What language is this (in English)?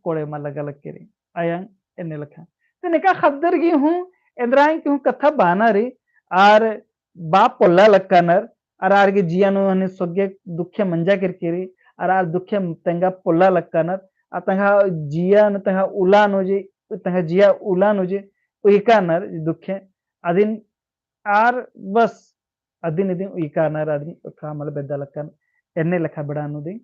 Kurukh